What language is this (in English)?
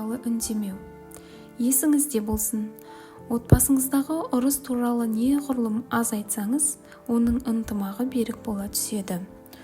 Kazakh